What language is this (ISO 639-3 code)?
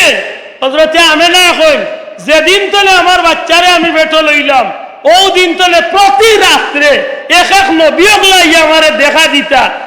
syl